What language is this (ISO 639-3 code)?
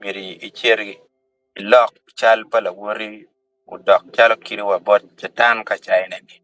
ach